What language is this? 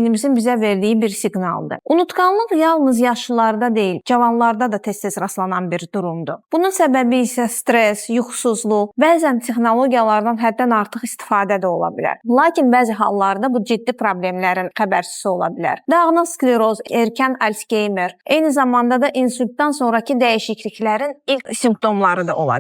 Azerbaijani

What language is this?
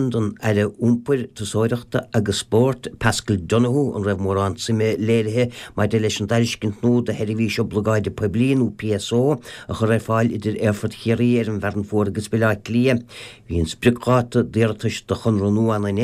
Irish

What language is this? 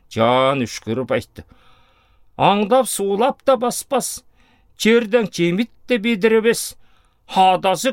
Southern Altai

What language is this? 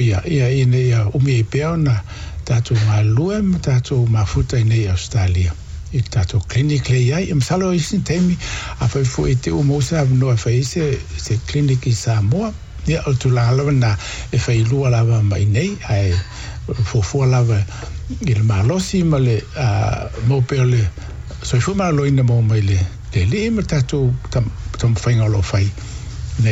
Samoan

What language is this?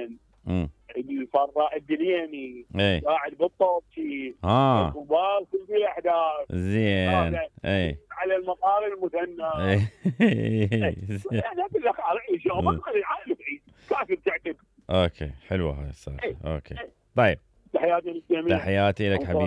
Mesopotamian Arabic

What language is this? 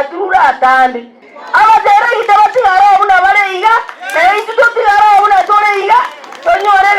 Gusii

